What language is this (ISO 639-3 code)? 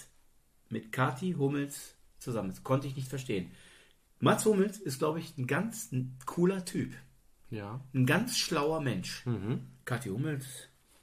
deu